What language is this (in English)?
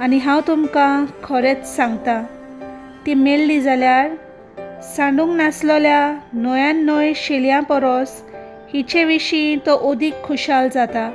Konkani